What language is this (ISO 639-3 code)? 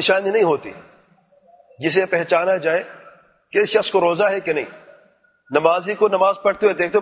urd